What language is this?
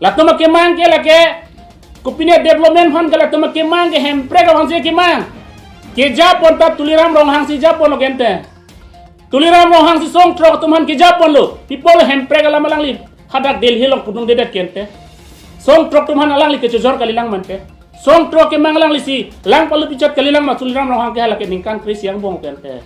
Karbi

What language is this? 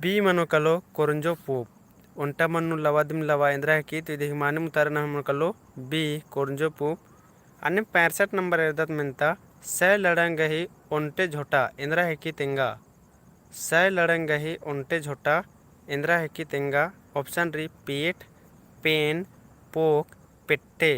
Kurukh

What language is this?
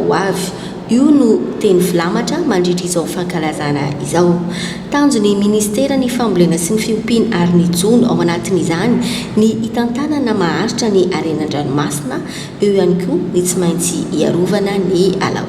Malagasy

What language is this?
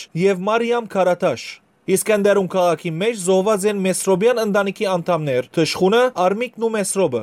Western Armenian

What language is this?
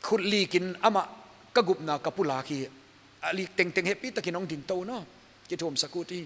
Paite Chin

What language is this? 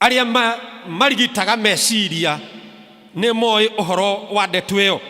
Kikuyu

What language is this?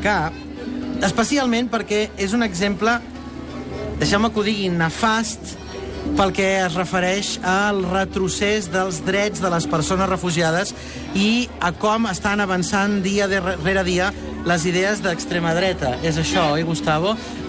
Catalan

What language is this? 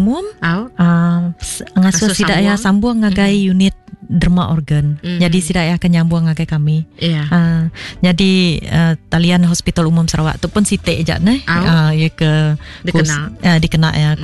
Iban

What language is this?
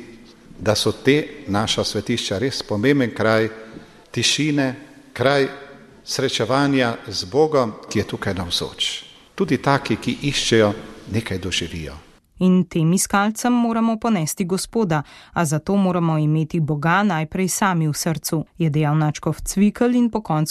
Slovenian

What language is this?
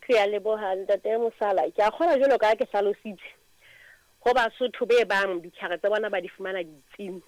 Southern Sotho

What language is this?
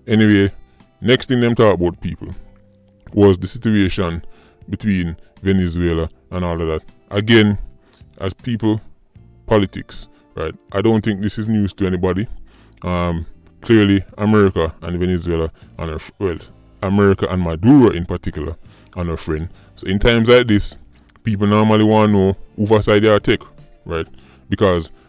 Jamaican Creole English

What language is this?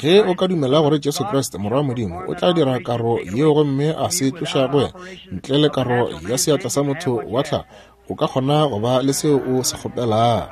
Northern Sotho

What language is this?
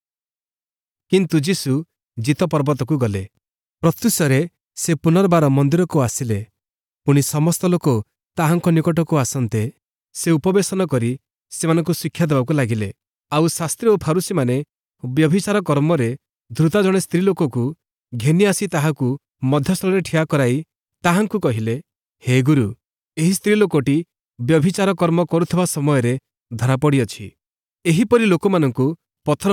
Odia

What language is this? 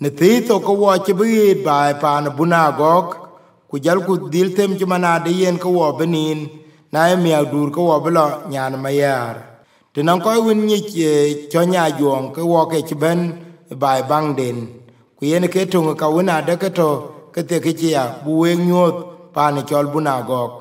Dinka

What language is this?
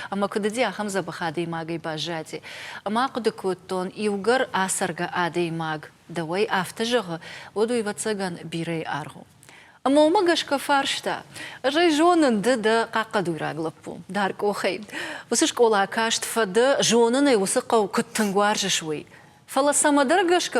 Ossetic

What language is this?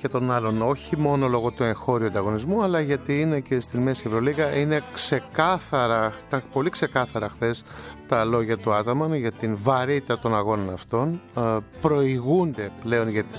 Greek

